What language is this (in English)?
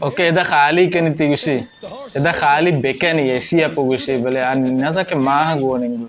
Baluchi